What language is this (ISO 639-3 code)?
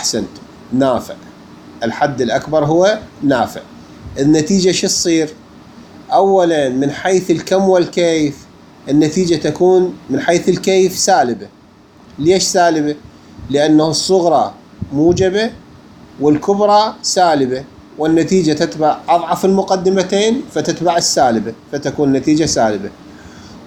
acm